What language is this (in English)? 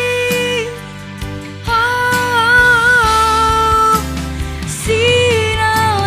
Batak Karo